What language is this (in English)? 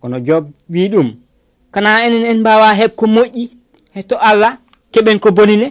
Nigerian Fulfulde